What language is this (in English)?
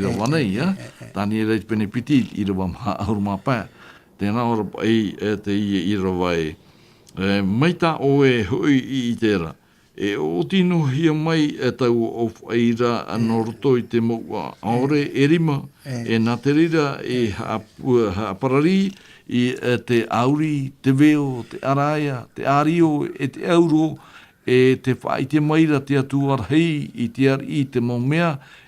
Tahitian